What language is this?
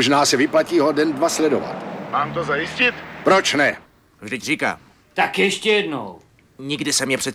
Czech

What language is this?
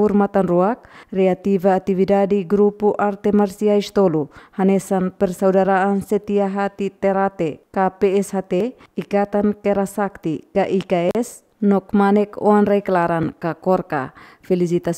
Tetum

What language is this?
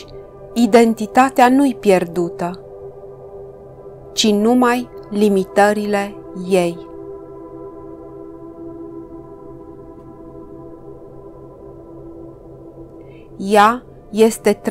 Romanian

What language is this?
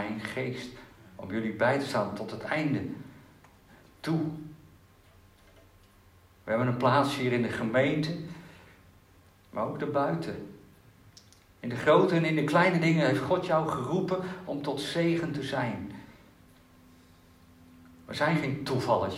Dutch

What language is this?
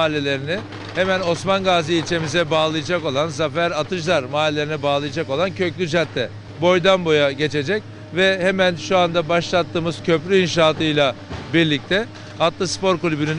Turkish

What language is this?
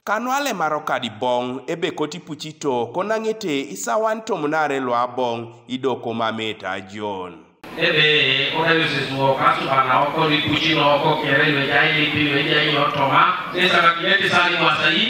Teso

